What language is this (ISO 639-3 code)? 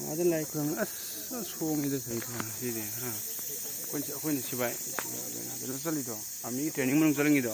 mni